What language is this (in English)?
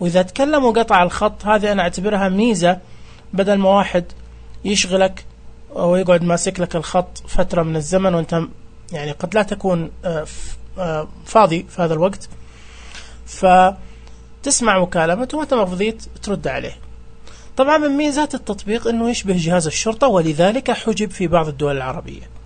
Najdi Arabic